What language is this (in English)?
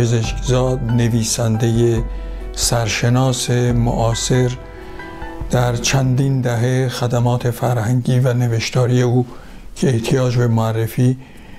Persian